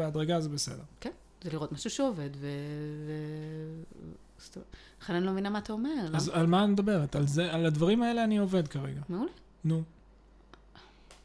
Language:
Hebrew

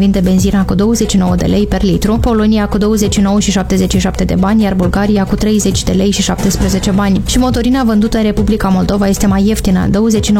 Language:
Romanian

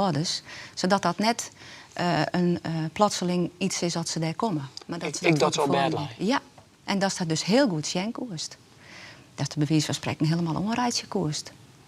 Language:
Western Frisian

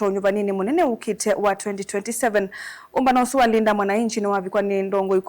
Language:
Kamba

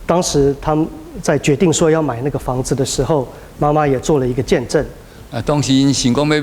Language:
Min Nan Chinese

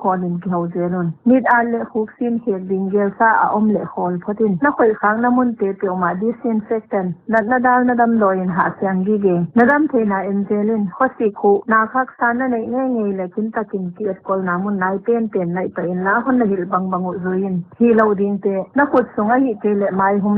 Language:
Paite Chin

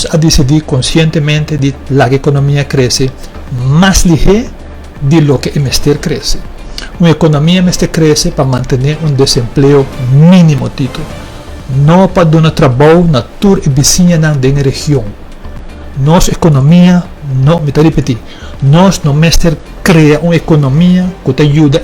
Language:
Papiamento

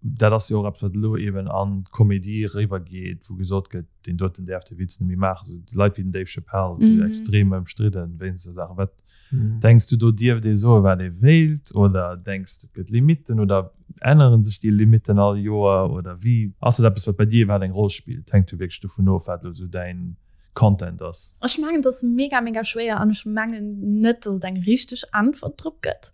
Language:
Luxembourgish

